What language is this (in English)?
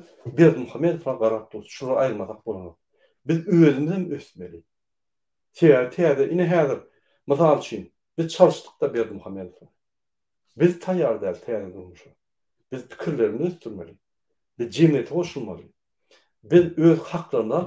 Turkmen